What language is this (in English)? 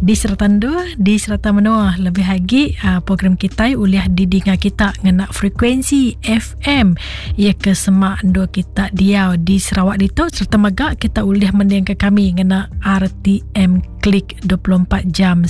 Iban